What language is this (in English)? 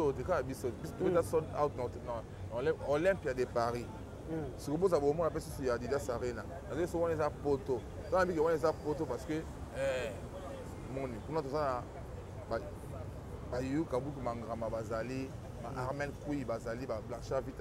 Lingala